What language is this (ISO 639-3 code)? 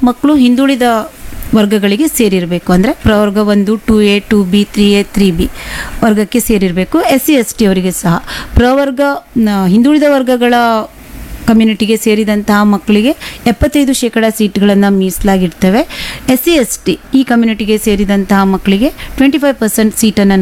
kan